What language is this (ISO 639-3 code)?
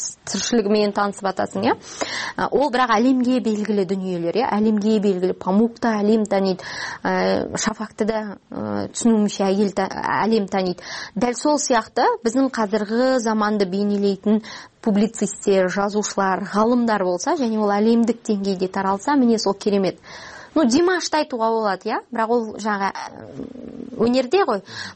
kir